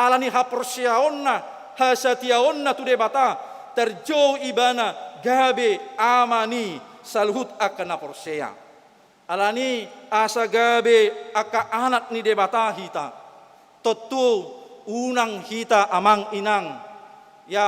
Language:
Batak Toba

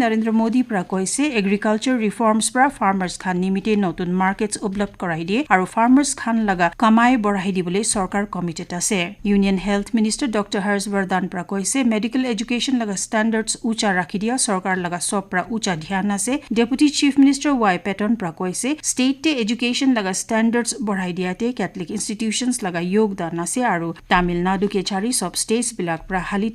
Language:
Naga Pidgin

